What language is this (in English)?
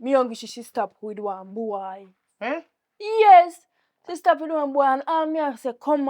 Jamaican Creole English